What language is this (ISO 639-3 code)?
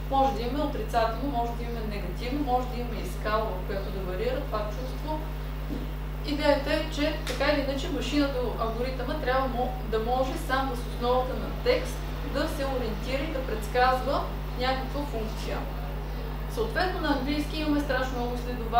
bul